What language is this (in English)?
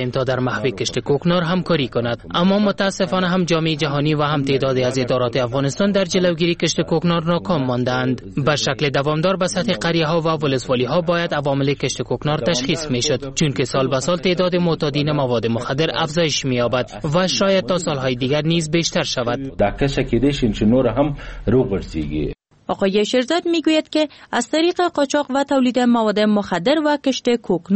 Persian